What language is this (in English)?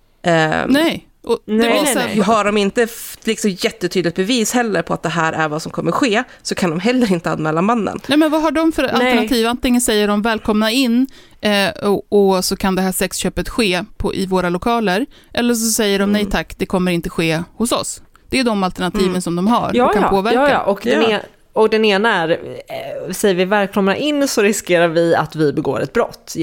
Swedish